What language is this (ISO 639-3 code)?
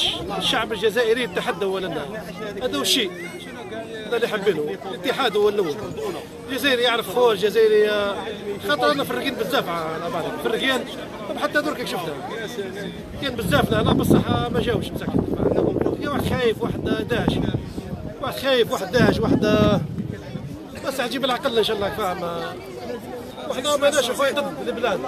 arq